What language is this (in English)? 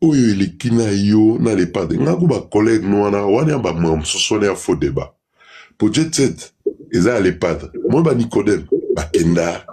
Lingala